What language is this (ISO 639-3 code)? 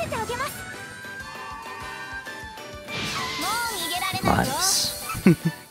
jpn